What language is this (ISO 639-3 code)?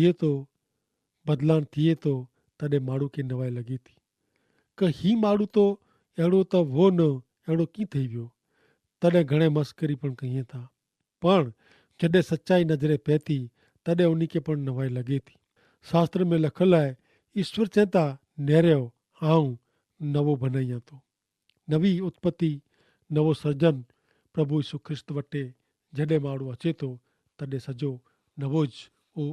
kfr